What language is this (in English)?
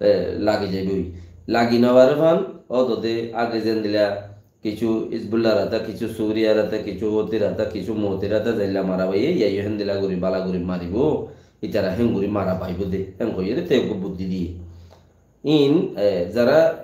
Rohingya